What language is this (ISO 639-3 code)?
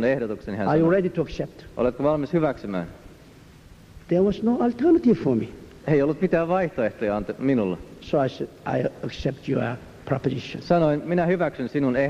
fin